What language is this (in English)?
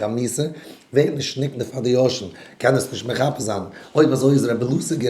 Yiddish